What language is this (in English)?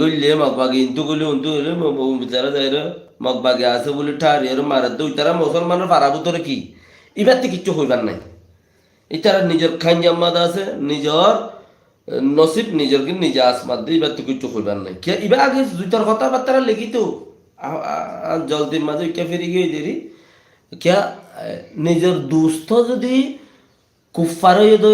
Rohingya